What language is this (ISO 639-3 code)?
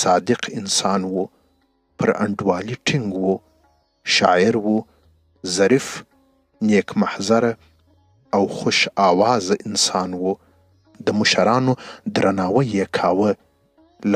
pus